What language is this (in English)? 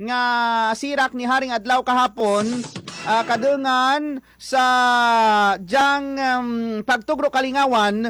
Hiligaynon